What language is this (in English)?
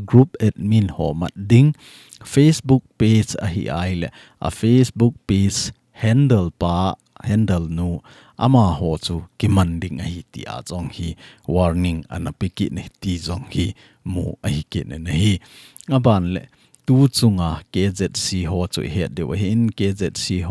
Thado Chin